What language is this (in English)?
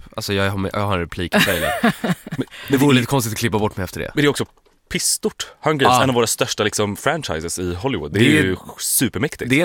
Swedish